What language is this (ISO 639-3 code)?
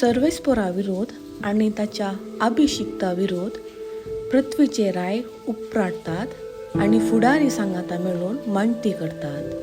kok